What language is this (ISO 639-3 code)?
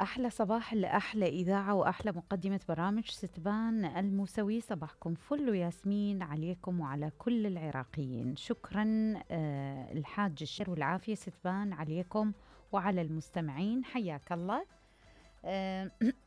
acm